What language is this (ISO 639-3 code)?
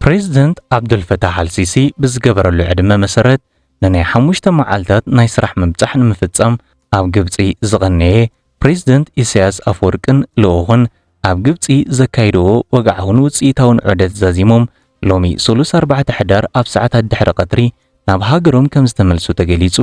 tir